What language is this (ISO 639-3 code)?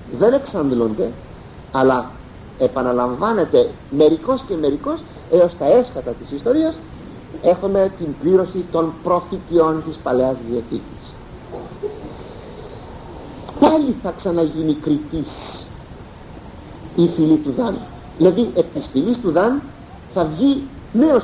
ell